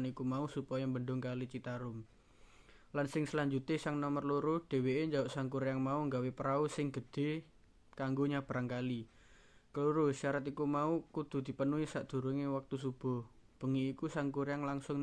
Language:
Javanese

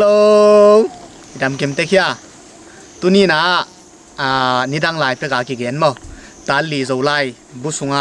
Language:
Tedim Chin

